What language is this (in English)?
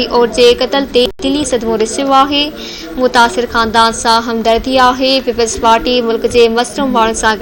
Sindhi